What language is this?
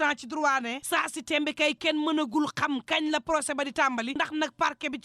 Wolof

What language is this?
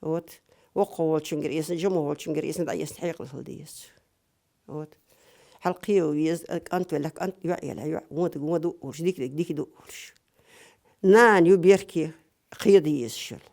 Chechen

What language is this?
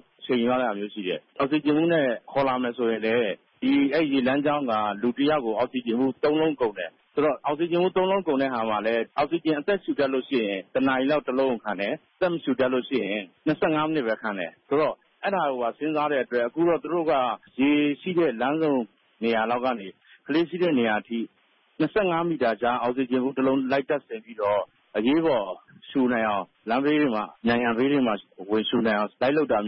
Burmese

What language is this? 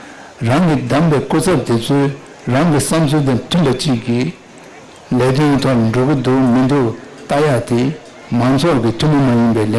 Tibetan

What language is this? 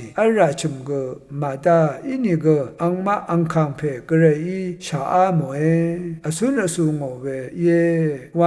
Rawang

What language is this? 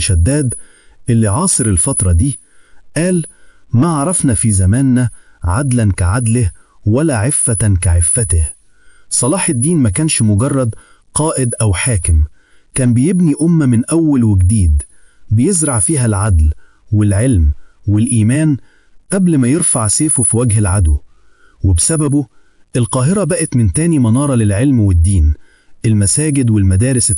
Egyptian Arabic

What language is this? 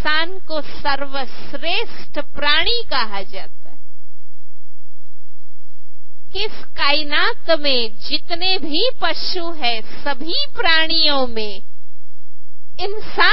Hindi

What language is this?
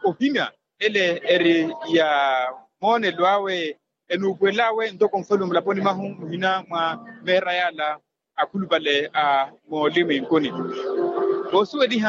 Makhuwa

